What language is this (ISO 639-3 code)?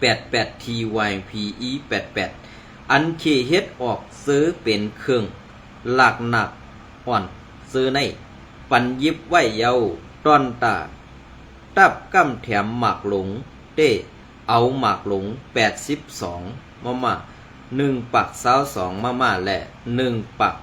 shn